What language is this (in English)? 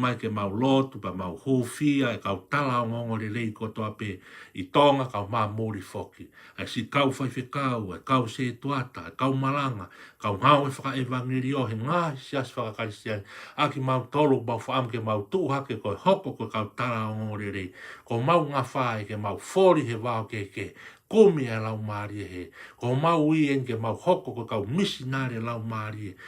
Tongan